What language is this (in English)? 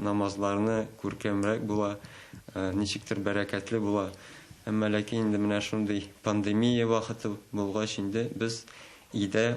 Tatar